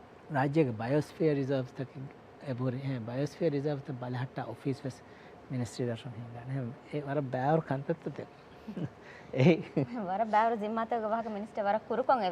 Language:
Divehi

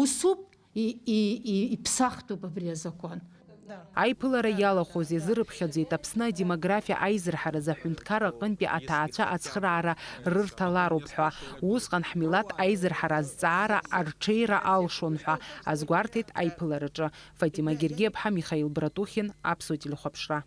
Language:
Abkhazian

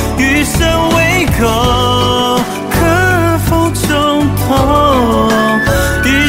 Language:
Chinese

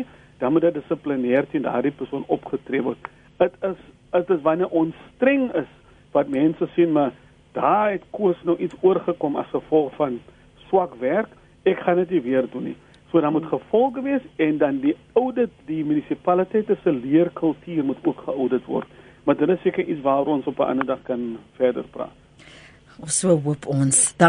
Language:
Afrikaans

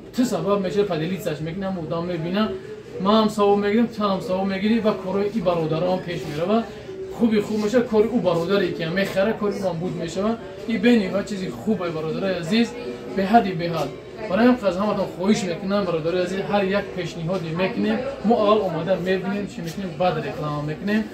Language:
Tajik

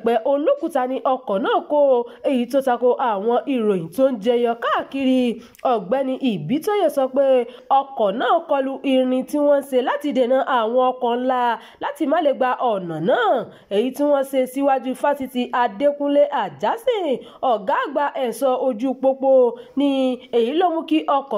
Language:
Yoruba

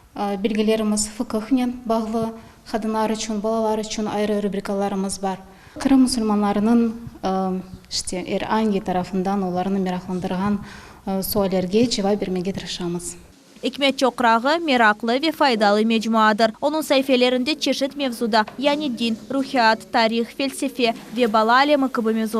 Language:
Crimean Tatar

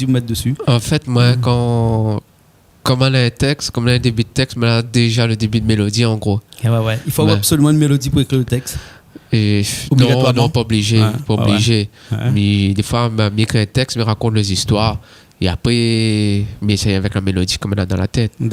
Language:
Réunion Creole French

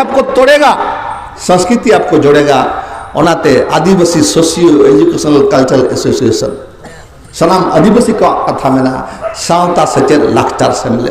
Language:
Santali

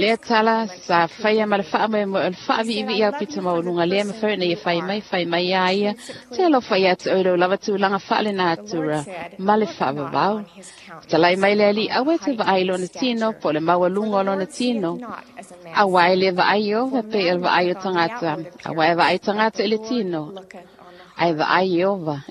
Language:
Samoan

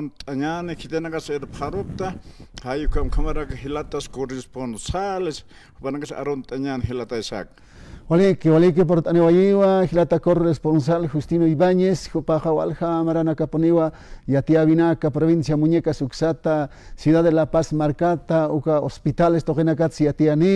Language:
Aymara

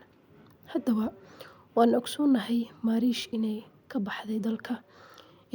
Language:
Somali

